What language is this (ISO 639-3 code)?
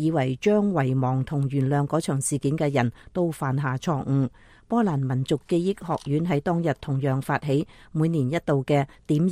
yue